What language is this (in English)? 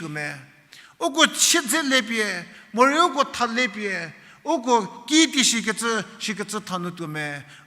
Angami Naga